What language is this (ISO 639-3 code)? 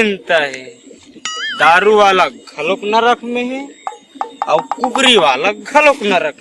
hne